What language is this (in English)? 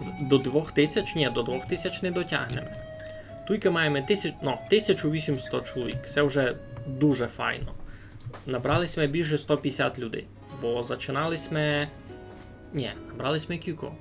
Rusyn